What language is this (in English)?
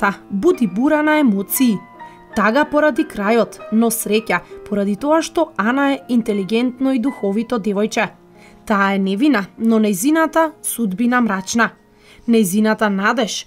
Macedonian